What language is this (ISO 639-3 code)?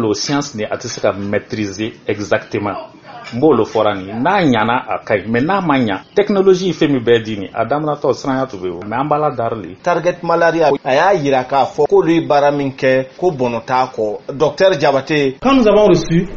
bam